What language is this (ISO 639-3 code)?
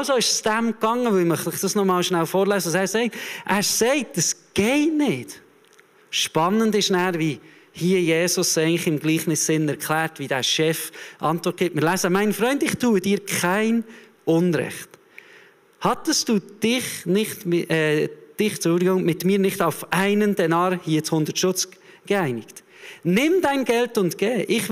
gsw